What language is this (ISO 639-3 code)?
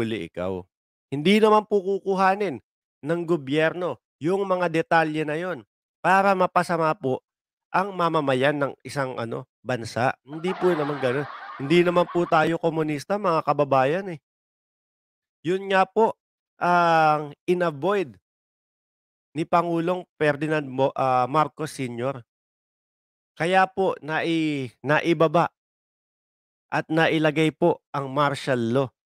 fil